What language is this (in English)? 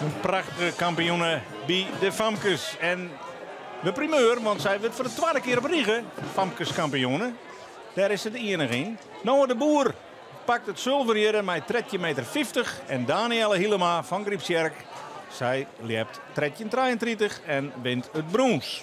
Western Frisian